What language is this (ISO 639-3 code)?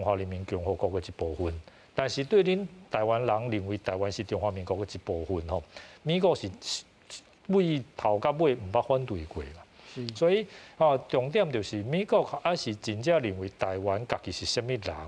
nan